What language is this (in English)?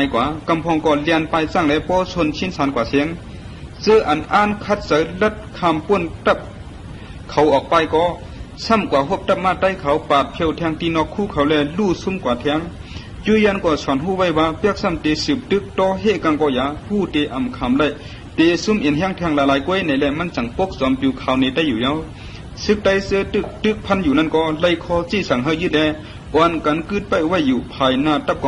Shan